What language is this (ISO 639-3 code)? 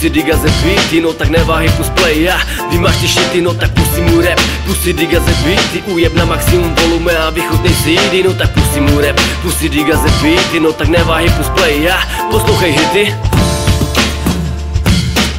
ces